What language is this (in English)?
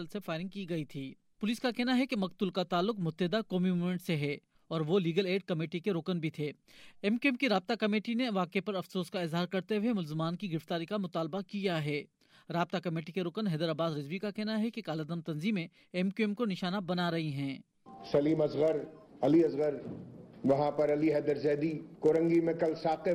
Urdu